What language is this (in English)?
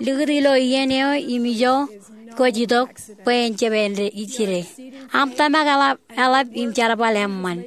Marshallese